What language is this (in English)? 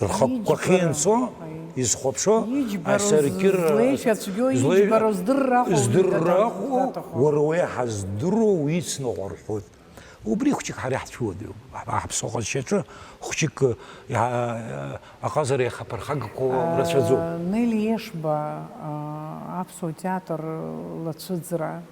Abkhazian